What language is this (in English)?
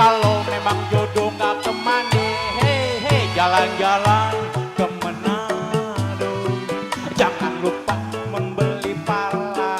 Betawi